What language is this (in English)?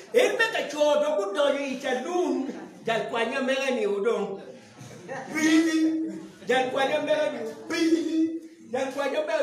Acoli